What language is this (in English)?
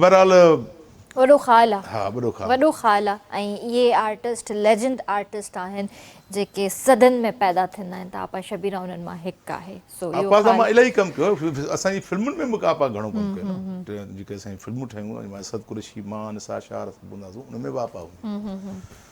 Sindhi